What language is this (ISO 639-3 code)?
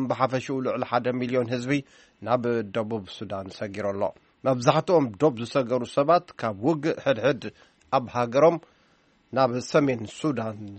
tir